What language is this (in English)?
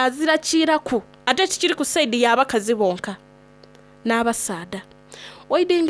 Soga